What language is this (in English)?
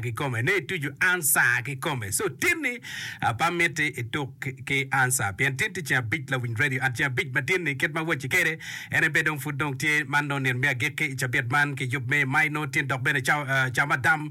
Acoli